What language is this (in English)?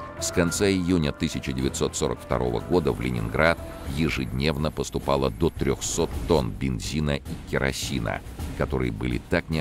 Russian